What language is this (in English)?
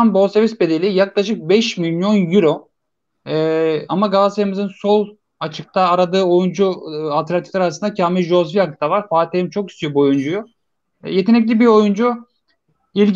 Turkish